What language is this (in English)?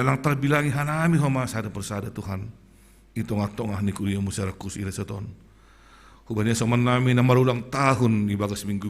Batak Simalungun